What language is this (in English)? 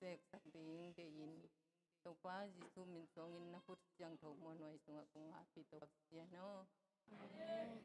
Tedim Chin